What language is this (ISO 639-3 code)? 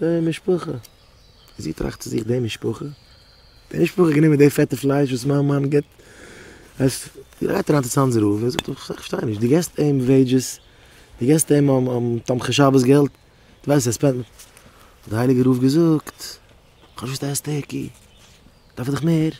yid